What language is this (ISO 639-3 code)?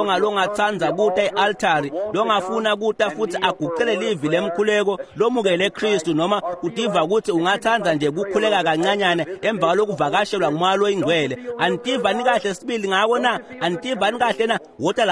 ssw